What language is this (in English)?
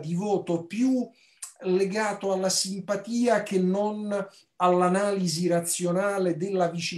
Italian